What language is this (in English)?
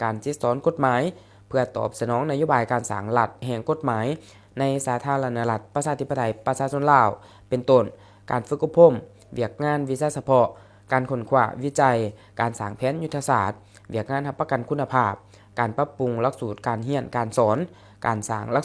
Lao